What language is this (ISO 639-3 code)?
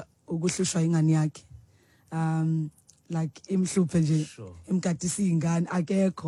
xho